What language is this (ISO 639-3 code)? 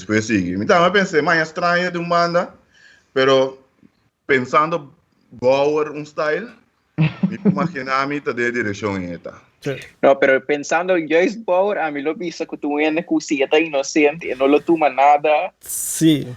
pap